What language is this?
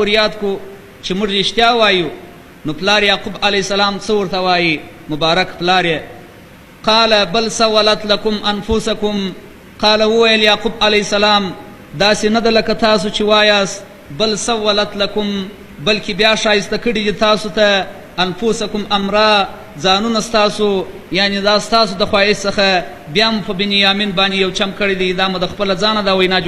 Pashto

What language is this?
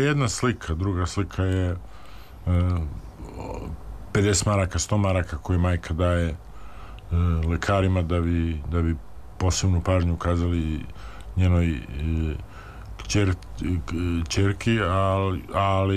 Serbian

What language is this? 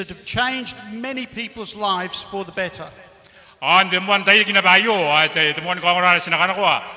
Gilbertese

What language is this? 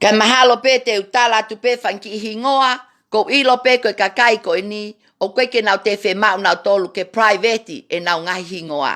Tongan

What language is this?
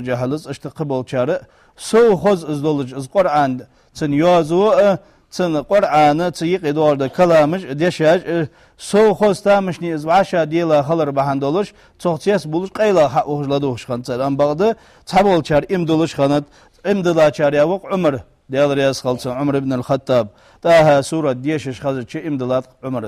Ingush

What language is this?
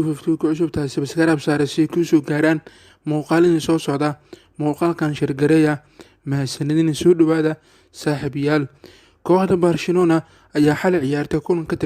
Somali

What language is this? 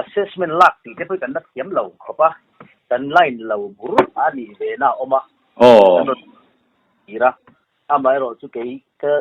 Mizo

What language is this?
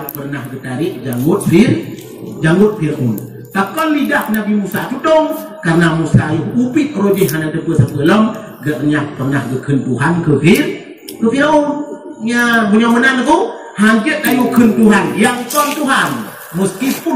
Achinese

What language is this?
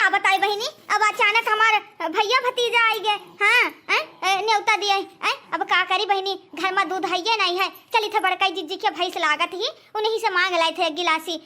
Awadhi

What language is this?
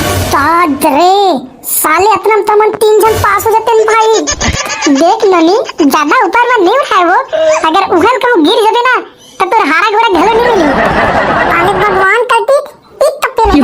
Chhattisgarhi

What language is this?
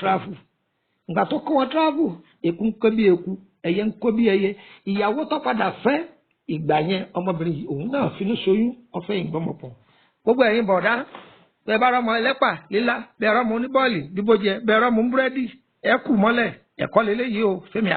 Yoruba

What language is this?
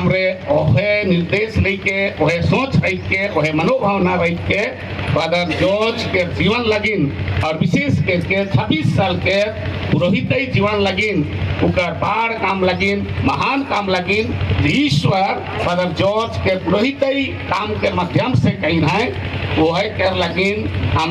Sadri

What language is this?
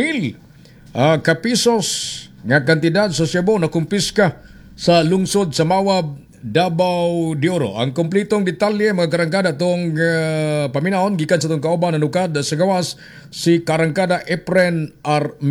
Cebuano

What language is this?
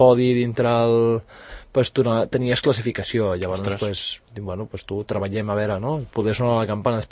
Catalan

